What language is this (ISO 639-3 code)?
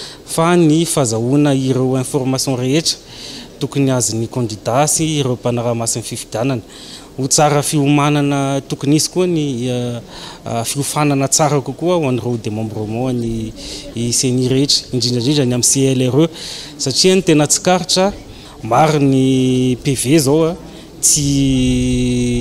mlg